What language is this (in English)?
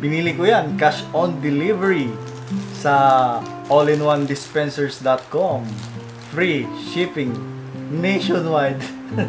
Pangasinan